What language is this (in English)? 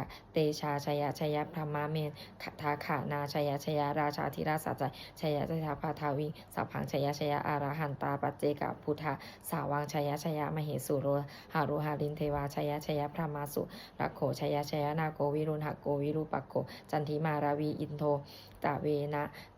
Pali